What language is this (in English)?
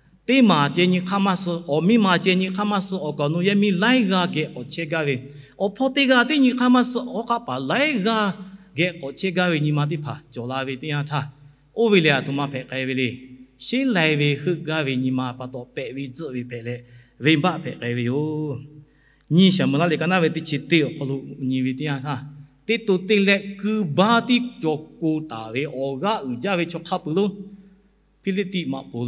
Lahu